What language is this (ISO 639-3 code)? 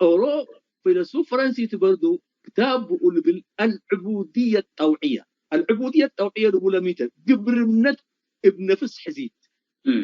tig